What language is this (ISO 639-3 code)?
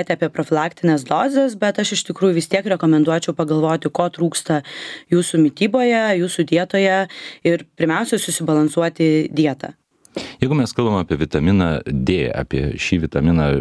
lit